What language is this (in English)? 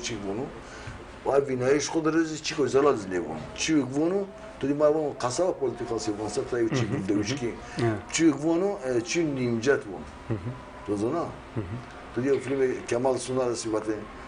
Zaza